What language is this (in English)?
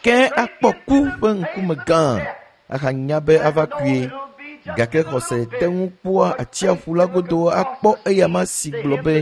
Ewe